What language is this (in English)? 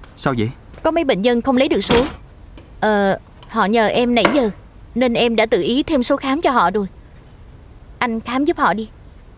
Vietnamese